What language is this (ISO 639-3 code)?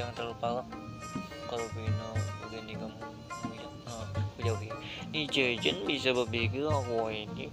bjn